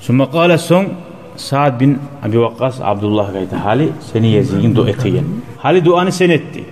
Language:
Kumyk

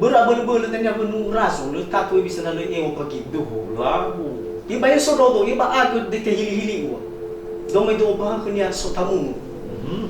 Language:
Nias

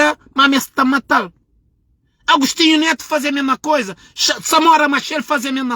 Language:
Kabuverdianu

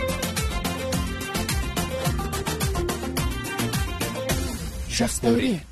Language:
Kazakh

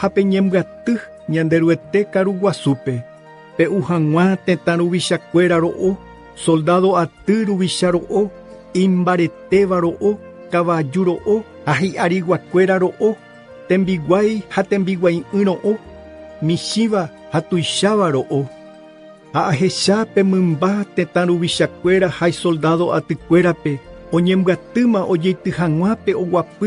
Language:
Guarani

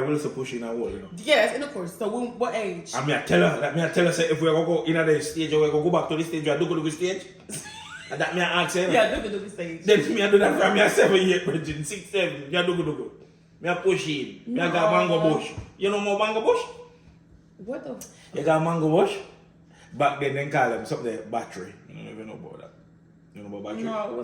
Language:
Jamaican Creole English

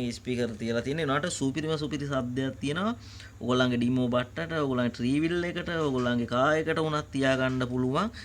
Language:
Sinhala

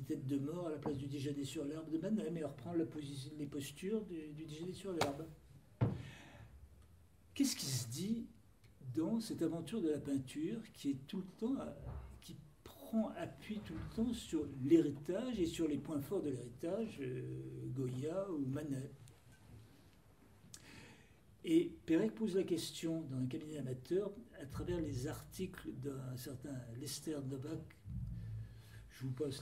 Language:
French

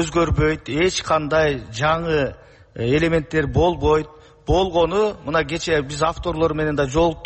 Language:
Kyrgyz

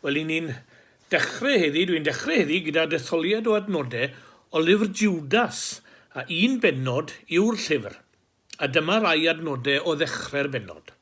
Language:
Welsh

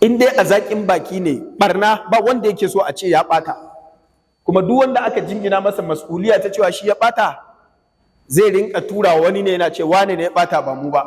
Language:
Hausa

